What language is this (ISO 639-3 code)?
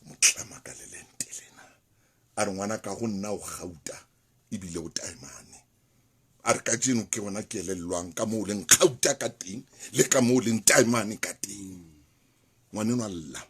sot